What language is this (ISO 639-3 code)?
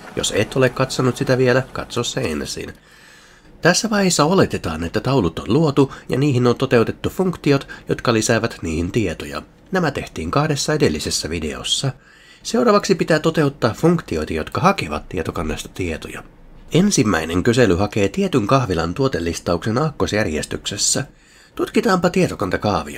fin